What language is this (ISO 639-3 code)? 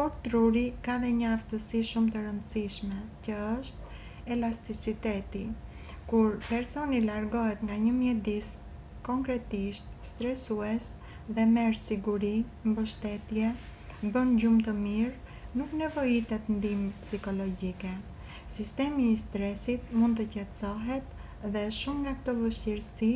sqi